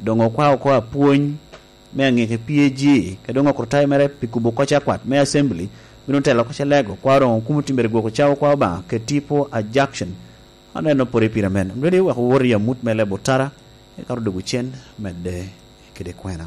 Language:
Lango (Uganda)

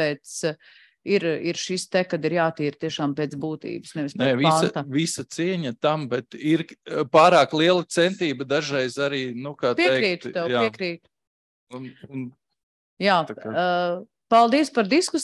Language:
Latvian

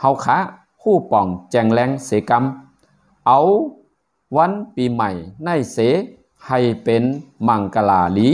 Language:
Shan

